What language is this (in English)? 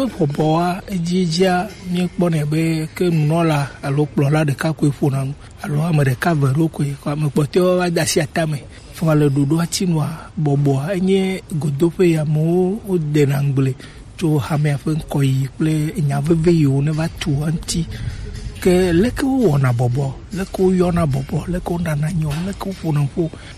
Gen